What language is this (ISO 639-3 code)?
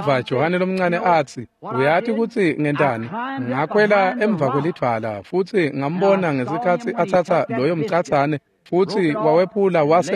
ssw